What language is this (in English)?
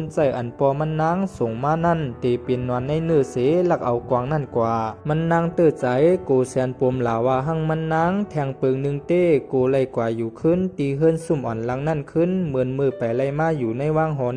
Shan